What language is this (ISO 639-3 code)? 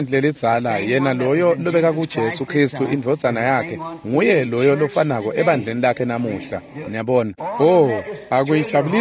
ssw